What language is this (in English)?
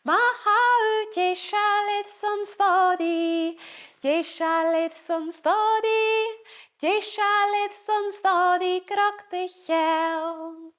Scottish Gaelic